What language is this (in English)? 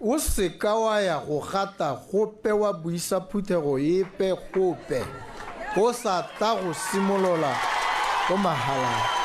Tswana